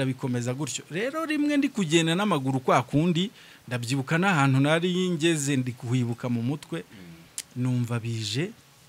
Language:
Kinyarwanda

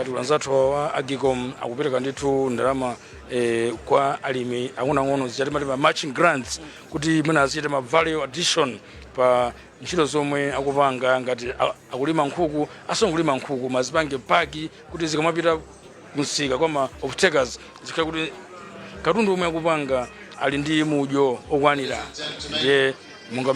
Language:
Nyanja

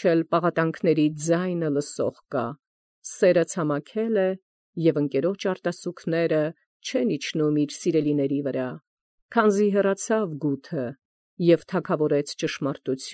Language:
Armenian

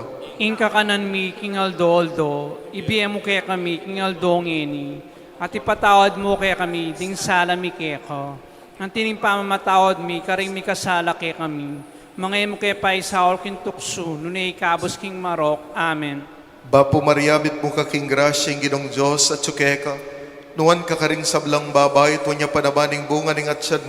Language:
Pampanga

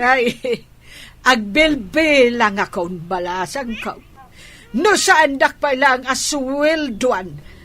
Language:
Iloko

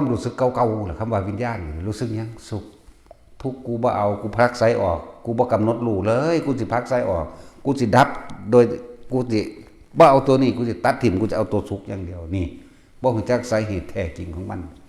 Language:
Northeastern Thai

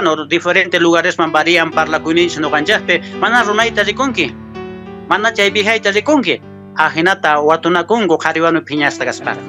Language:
Quechua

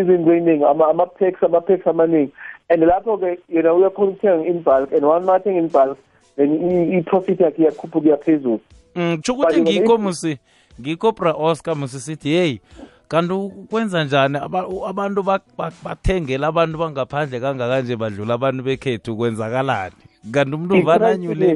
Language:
South Ndebele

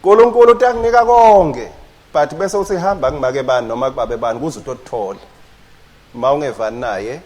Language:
Swati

